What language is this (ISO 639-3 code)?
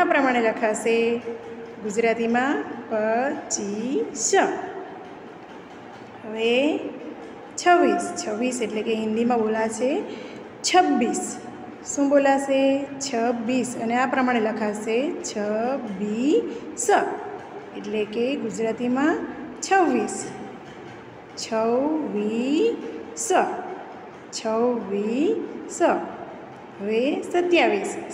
guj